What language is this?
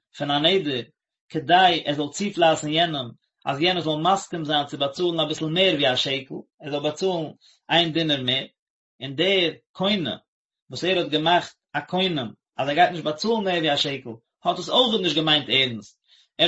Yiddish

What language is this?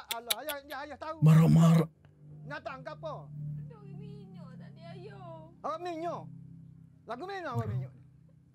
Malay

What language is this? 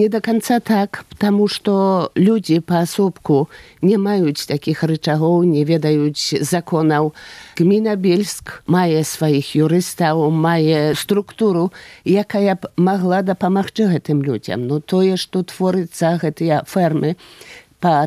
Polish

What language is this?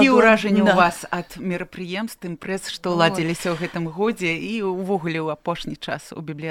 Belarusian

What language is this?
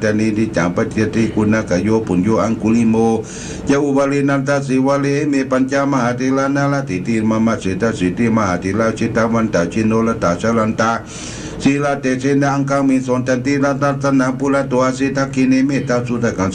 Pali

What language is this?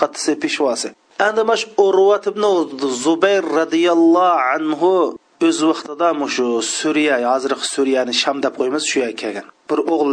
Uyghur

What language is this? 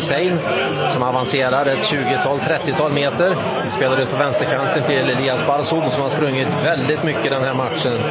Swedish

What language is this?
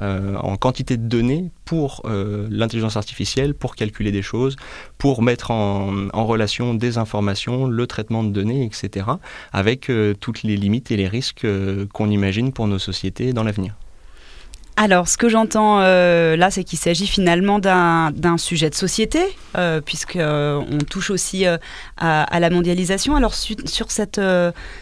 French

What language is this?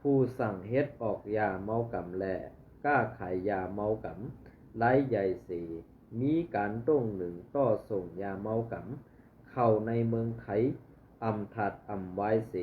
Shan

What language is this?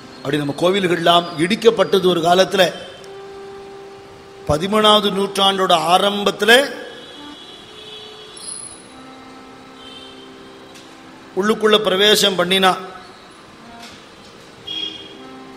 Tamil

